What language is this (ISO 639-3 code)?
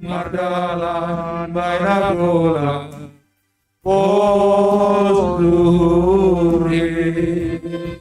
bts